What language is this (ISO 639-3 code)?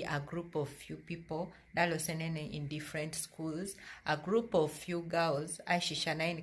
teo